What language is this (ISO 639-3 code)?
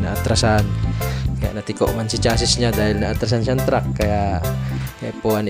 bik